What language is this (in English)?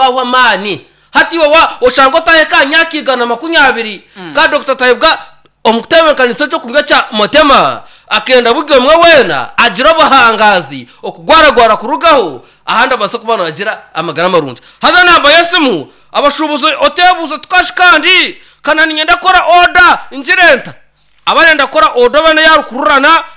Nyankole